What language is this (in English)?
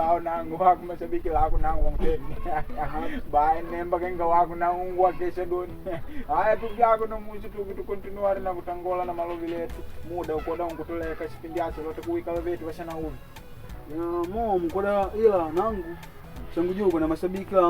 Makonde